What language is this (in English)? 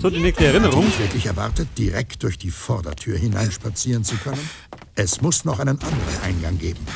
Bavarian